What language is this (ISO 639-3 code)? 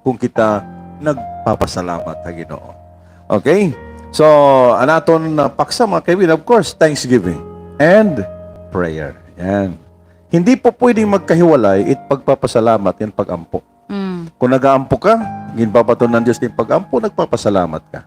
war